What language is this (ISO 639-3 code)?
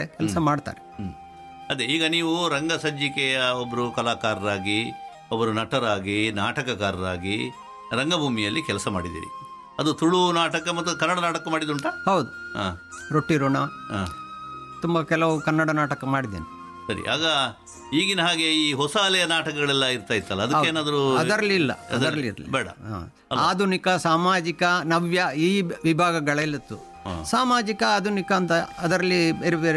kan